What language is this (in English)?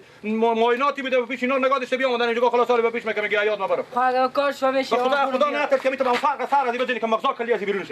Persian